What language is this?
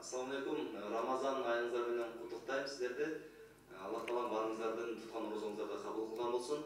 Kyrgyz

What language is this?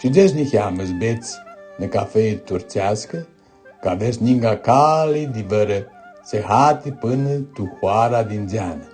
Aromanian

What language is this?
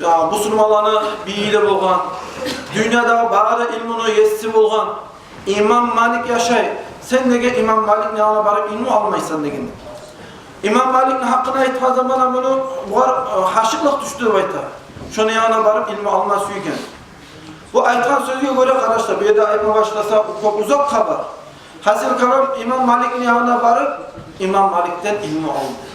Kumyk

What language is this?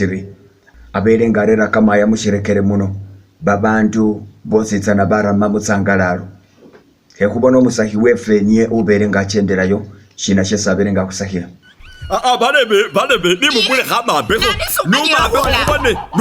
Masaaba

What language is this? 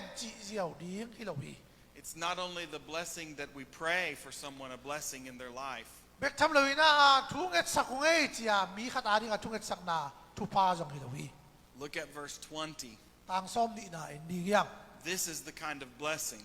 Tedim Chin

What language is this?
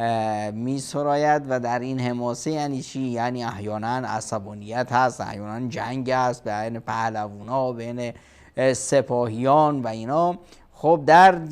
Persian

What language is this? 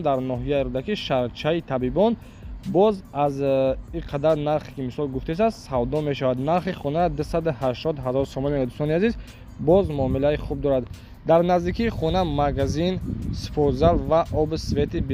Tajik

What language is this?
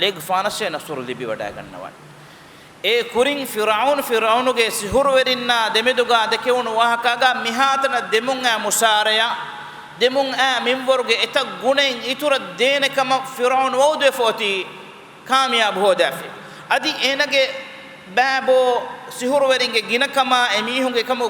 Divehi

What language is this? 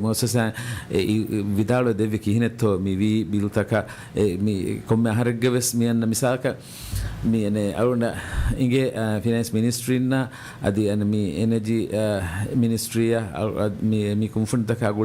Divehi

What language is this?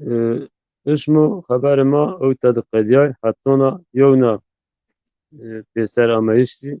Zaza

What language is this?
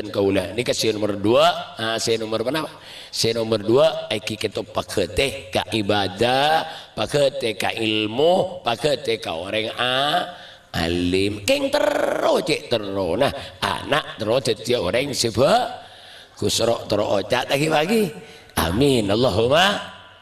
Madurese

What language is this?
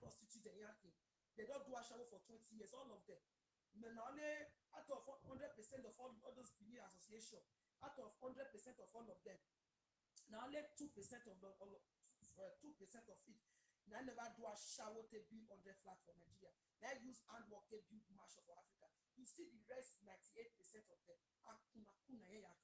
Nigerian Pidgin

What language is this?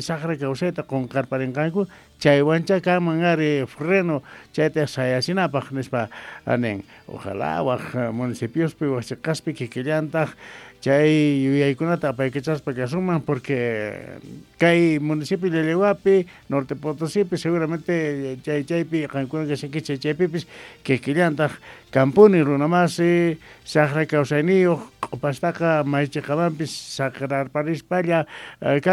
Quechua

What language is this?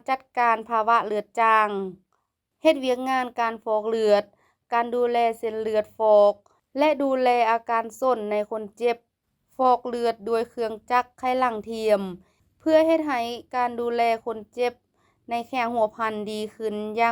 Lao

